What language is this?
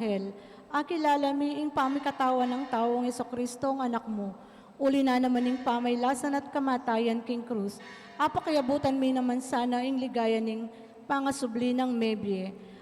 Pampanga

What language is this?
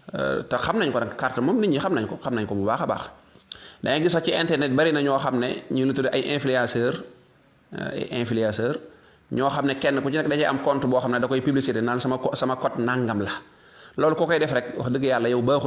Wolof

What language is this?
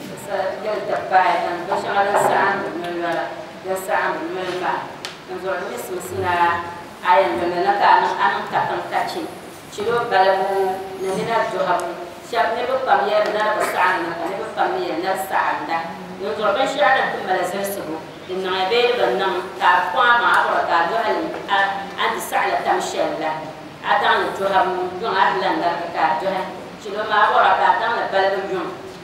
Dagbani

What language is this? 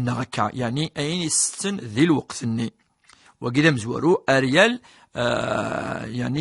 Kabyle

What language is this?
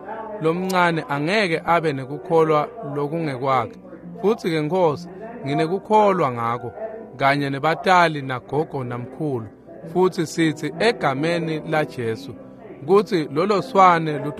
Swati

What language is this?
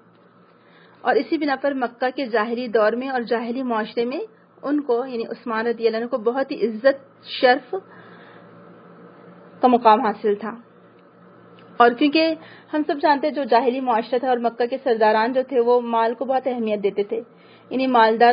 Urdu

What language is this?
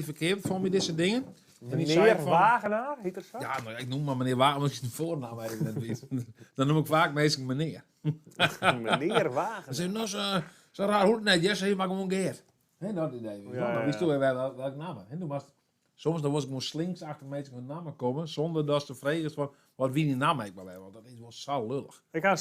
Western Frisian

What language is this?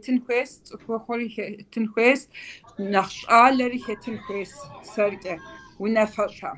Kabardian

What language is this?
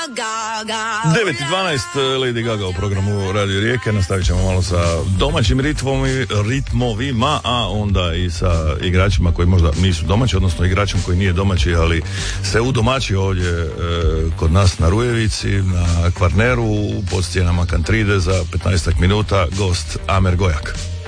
Croatian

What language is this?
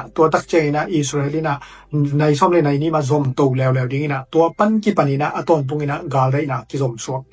Tedim Chin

